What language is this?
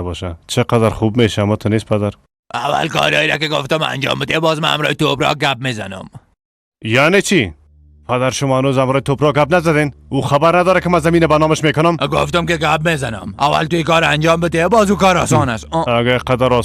Persian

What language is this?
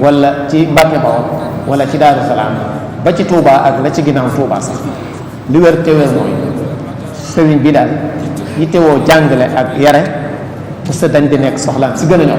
Wolof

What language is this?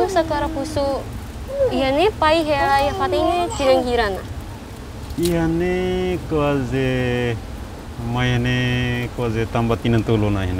Tetum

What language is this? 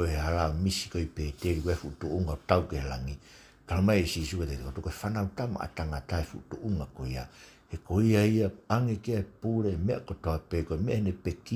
Tongan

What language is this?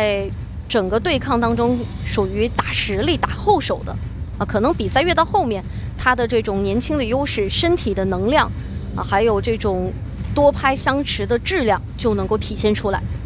Chinese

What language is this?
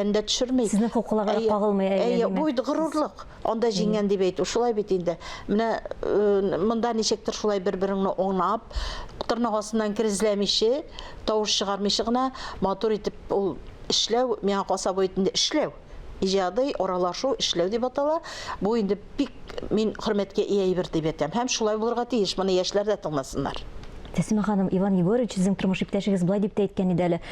Tatar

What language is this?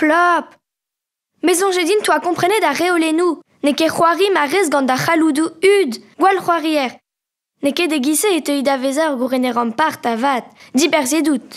Breton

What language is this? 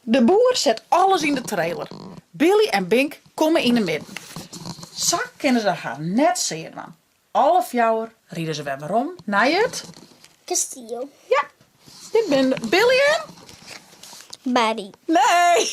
Western Frisian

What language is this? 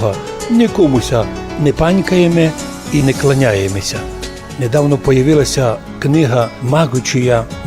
Rusyn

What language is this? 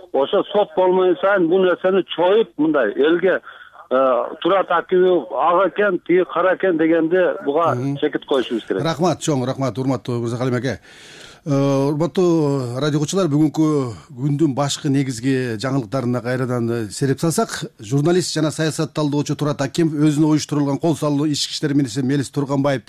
Kyrgyz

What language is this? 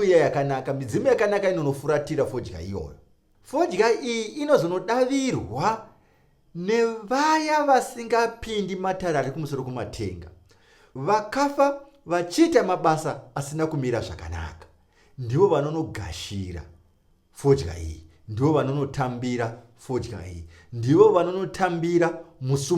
Shona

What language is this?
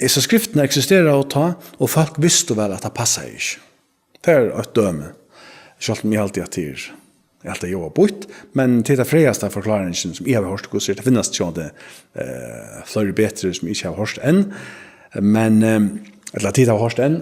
Faroese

